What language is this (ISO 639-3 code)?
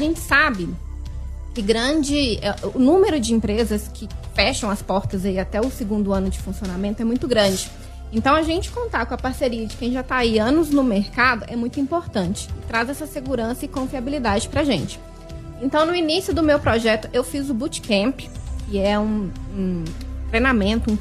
por